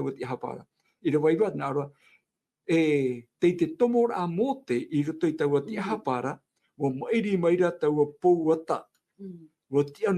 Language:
Tahitian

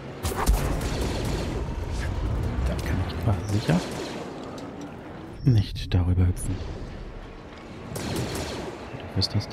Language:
German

